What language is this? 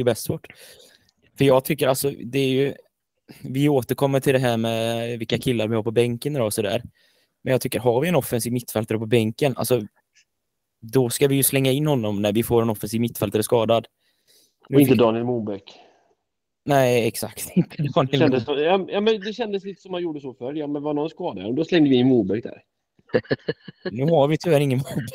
Swedish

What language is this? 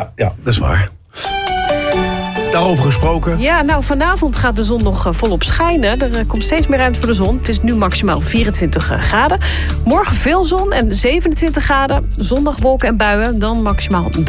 Dutch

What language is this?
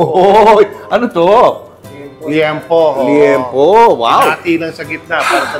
Filipino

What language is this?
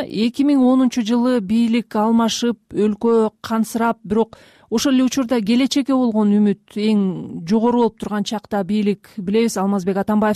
Kyrgyz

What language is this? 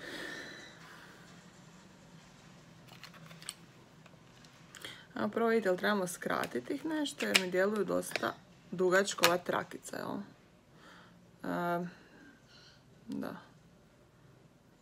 Croatian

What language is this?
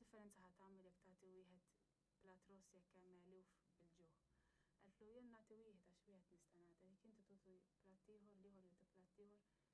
Maltese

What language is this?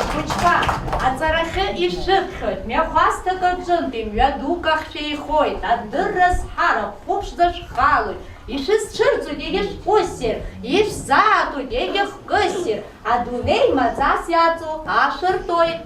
Abkhazian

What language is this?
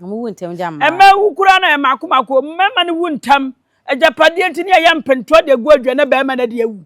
Akan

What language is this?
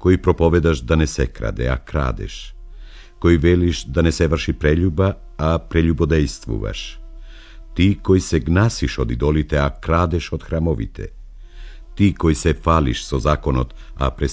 Macedonian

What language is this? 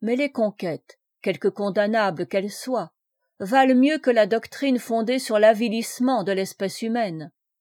French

